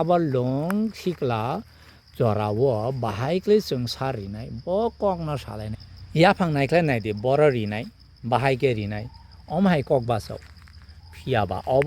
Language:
Kok Borok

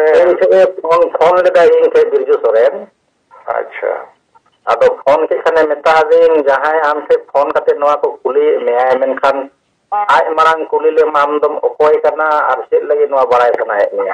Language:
Santali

